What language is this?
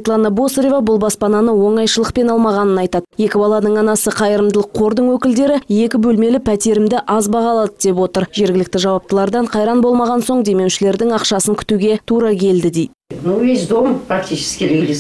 Kazakh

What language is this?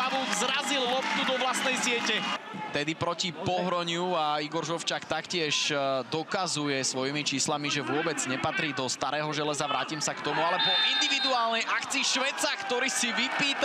Slovak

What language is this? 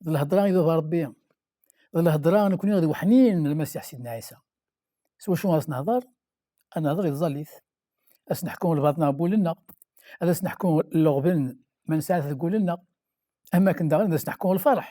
Kabyle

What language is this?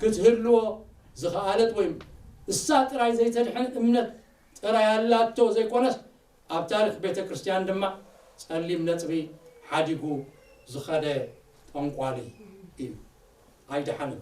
Tigrinya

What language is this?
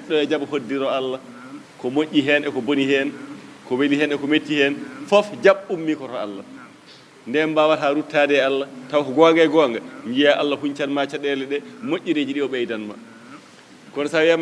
Fula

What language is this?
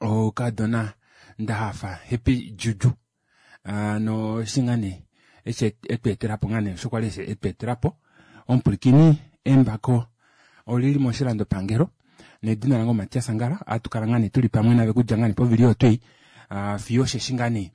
Kuanyama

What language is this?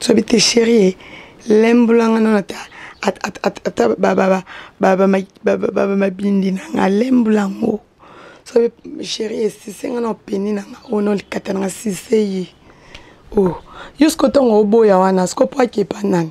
Lingala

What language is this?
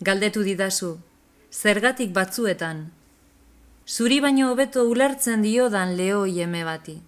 Basque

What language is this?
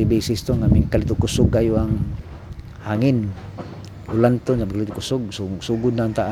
Cebuano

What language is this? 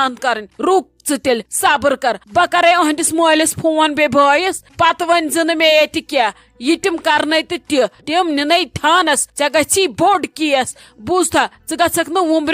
Kashmiri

